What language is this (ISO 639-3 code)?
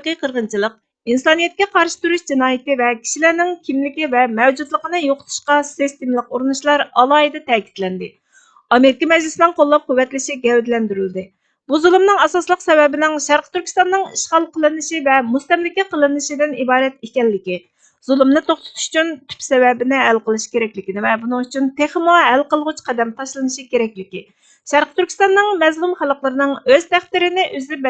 uig